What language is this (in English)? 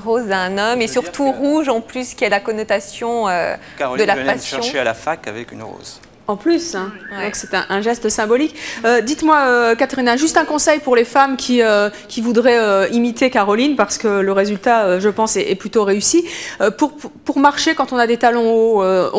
French